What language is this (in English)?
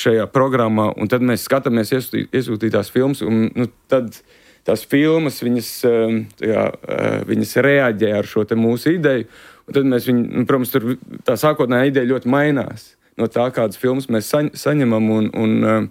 Latvian